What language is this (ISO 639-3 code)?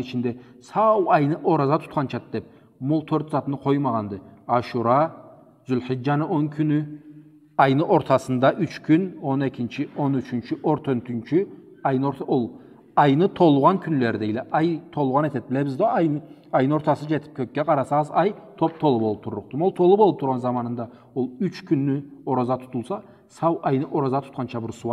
krc